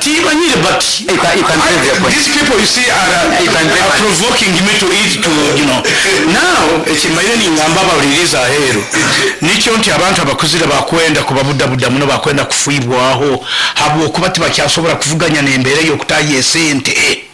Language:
Nyoro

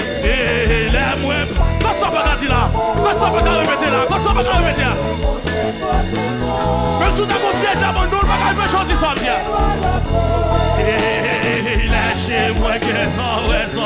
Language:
French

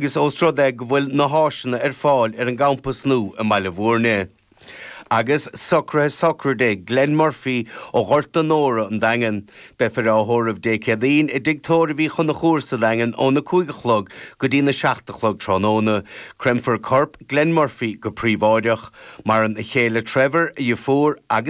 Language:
Irish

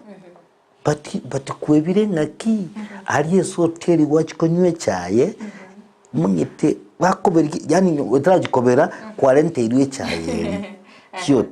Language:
Gusii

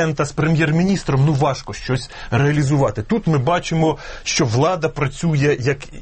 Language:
Ukrainian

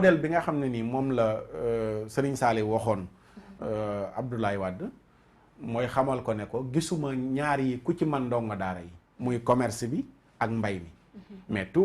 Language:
Wolof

